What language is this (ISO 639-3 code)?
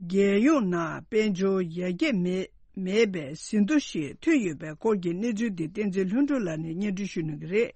bod